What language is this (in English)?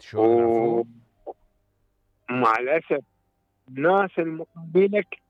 Mesopotamian Arabic